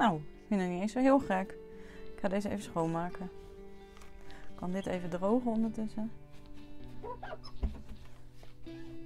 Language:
Dutch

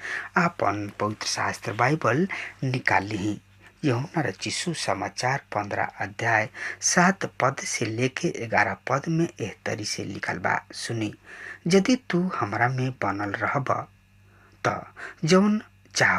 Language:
Bhojpuri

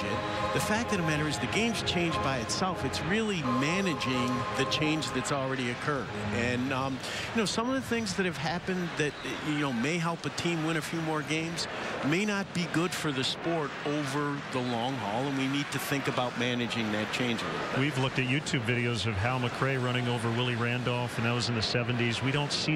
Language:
English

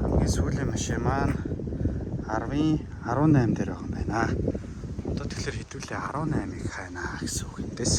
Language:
Mongolian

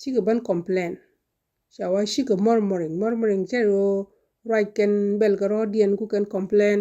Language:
Nuer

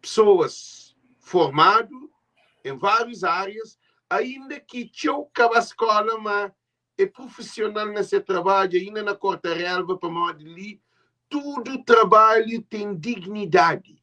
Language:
Kabuverdianu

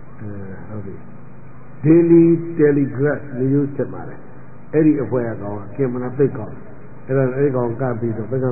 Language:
Burmese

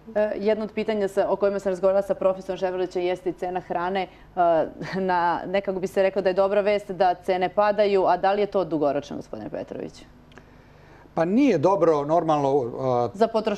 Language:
Serbian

